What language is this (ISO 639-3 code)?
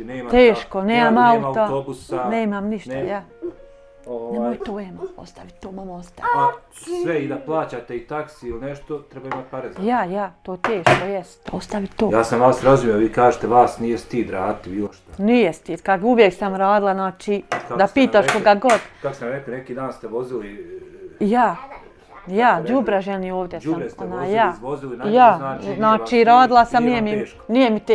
bos